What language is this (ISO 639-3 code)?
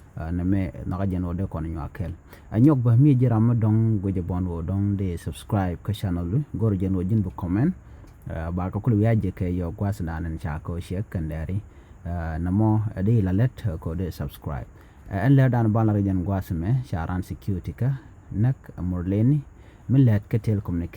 nus